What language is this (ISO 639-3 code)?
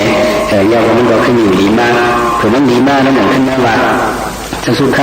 shn